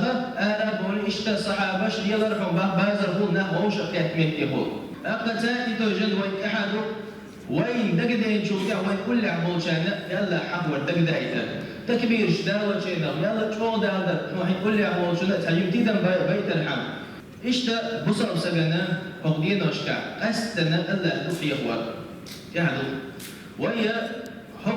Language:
Chechen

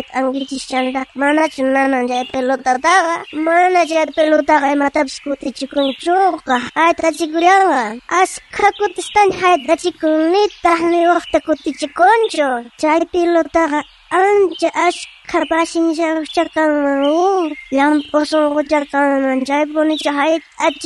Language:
South Bolivian Quechua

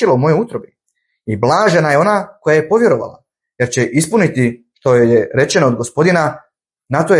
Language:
Bosnian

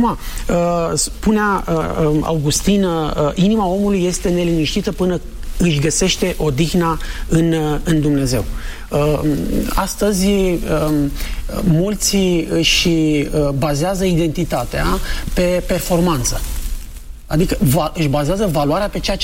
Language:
Romanian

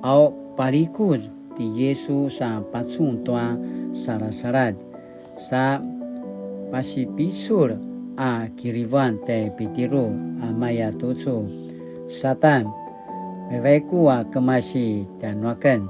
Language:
Paiwan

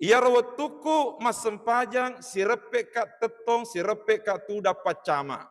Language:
Buginese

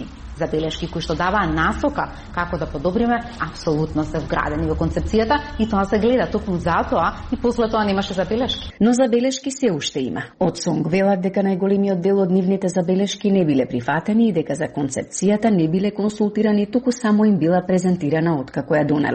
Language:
Macedonian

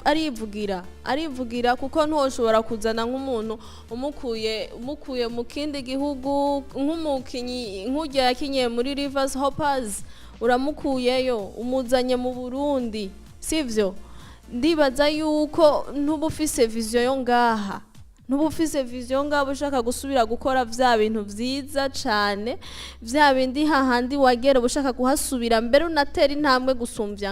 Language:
Rundi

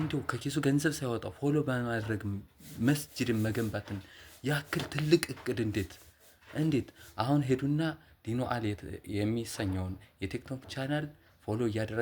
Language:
Amharic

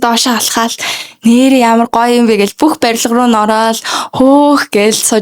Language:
Mongolian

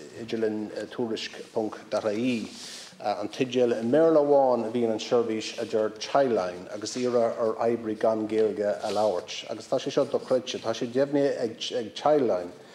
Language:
Irish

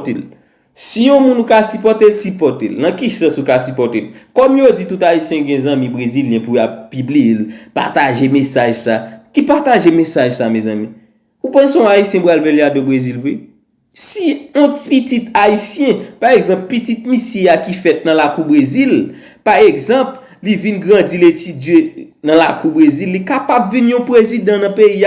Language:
Haitian Creole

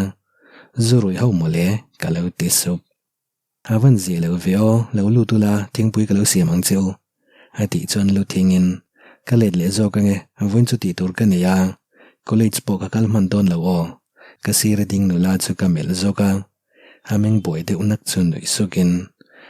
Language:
Mizo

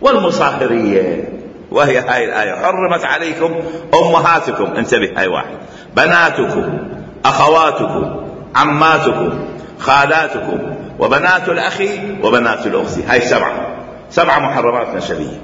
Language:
Mesopotamian Arabic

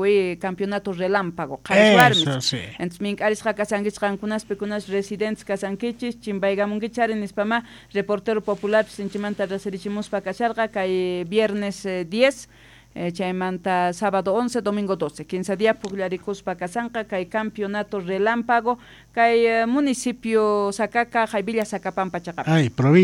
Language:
South Bolivian Quechua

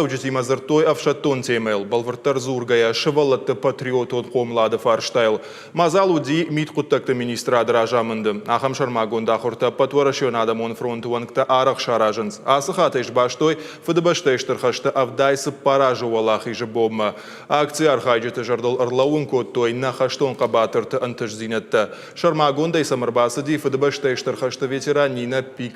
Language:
Ossetic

